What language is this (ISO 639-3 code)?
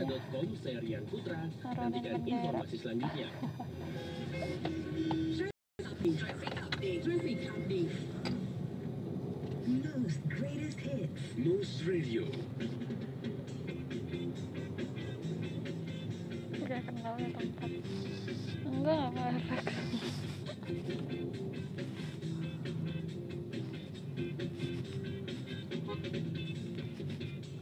ind